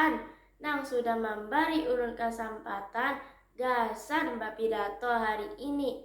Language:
Banjar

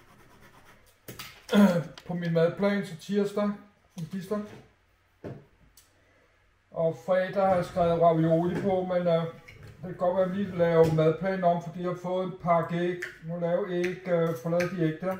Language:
Danish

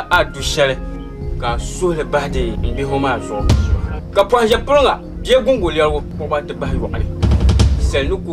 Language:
Dagbani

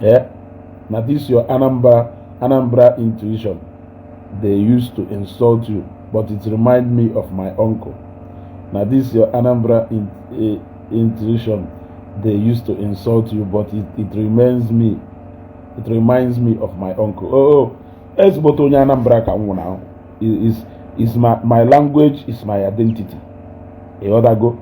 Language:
Igbo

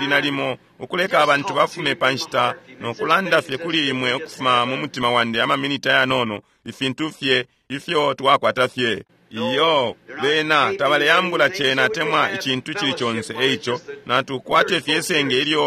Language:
Bemba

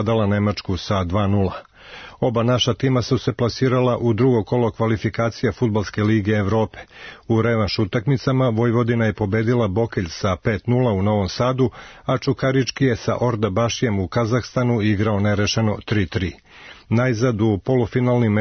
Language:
Serbian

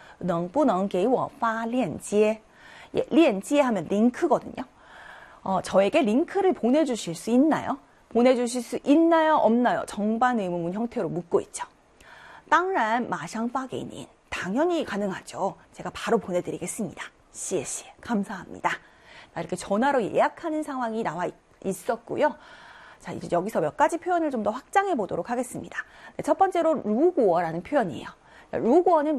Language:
Korean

